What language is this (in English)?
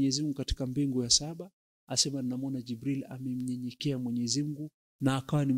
Swahili